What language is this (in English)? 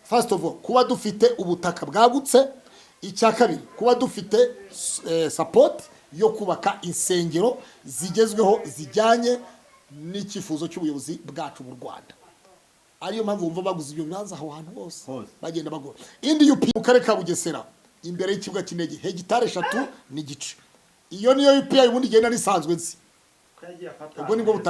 Kinyarwanda